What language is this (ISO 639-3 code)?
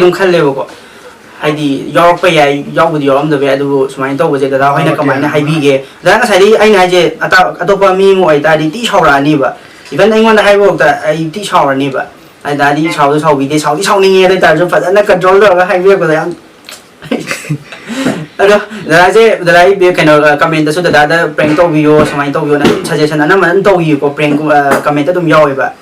mni